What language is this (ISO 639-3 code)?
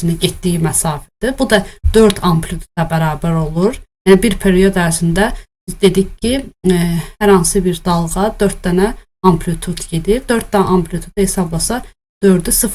aze